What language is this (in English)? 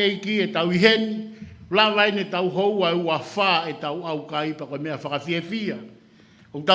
Tongan